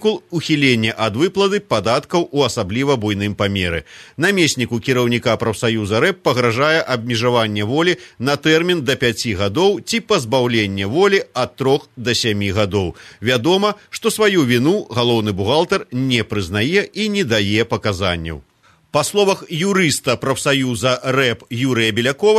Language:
Belarusian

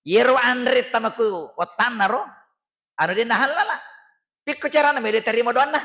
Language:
Buginese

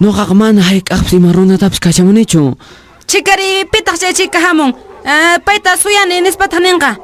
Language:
Quechua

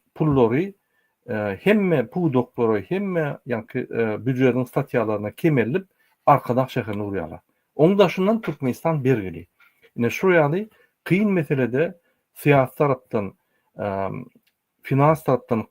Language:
Turkmen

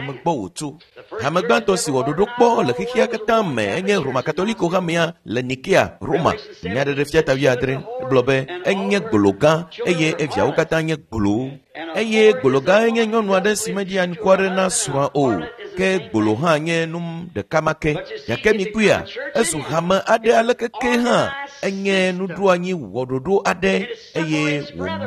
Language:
Ewe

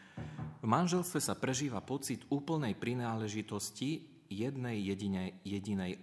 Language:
Slovak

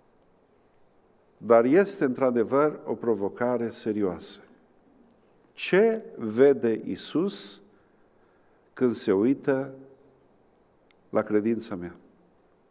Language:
Romanian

